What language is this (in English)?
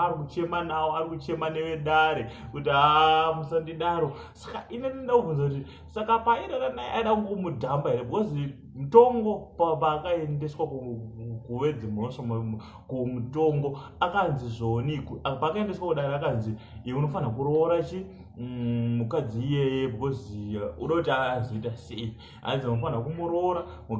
Shona